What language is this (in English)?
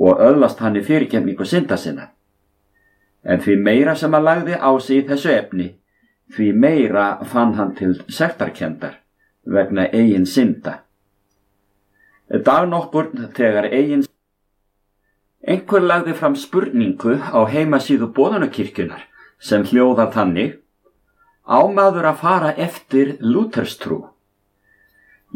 Icelandic